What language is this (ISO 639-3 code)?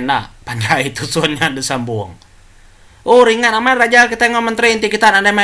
iba